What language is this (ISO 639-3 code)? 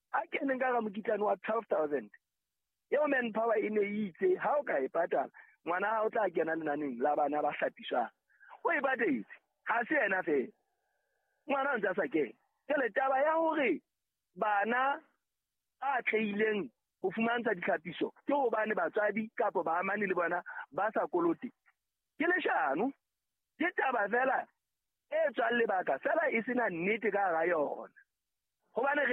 sot